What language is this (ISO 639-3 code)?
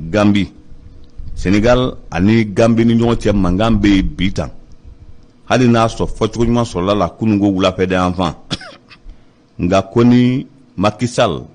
bam